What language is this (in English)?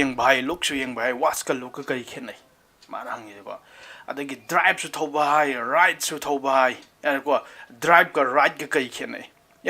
Manipuri